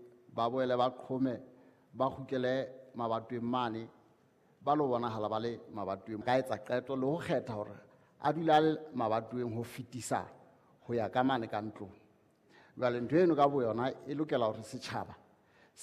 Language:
Southern Sotho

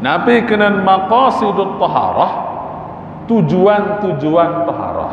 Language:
Sasak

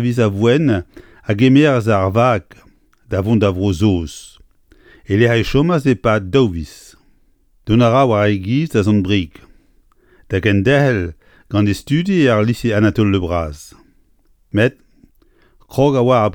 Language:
Breton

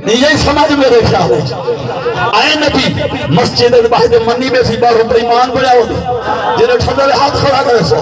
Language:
Saraiki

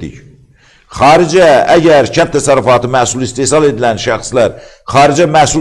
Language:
Azerbaijani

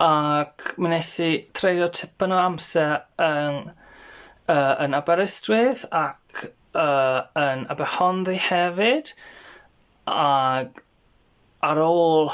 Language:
Welsh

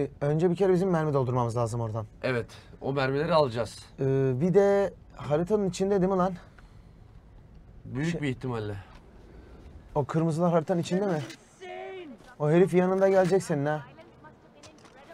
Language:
Turkish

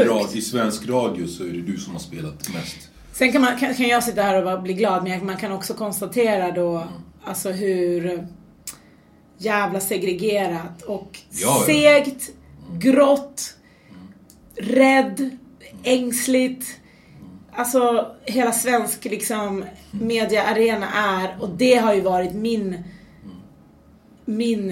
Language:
Swedish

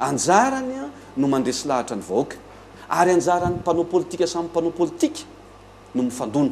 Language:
Malagasy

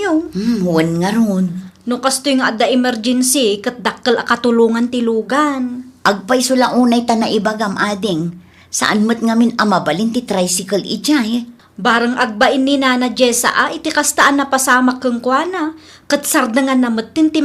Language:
Iloko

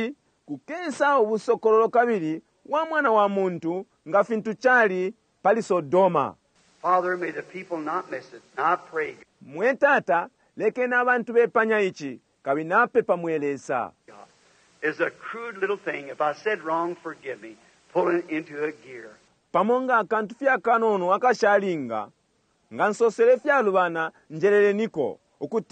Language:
Bemba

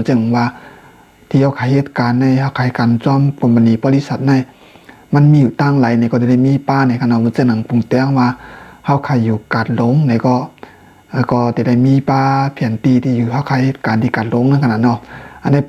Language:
Shan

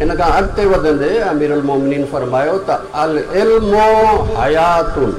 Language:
Sindhi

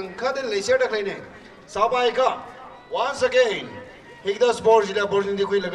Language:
Tangkhul Naga (India)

